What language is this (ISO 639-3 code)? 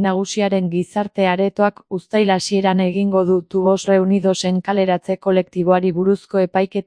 eus